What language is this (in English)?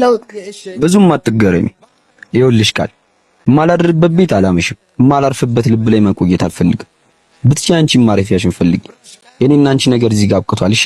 Amharic